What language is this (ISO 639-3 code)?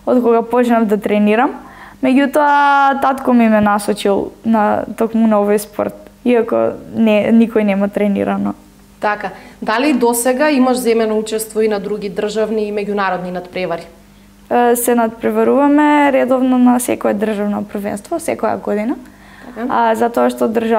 mkd